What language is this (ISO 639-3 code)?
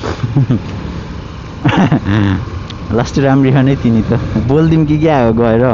nep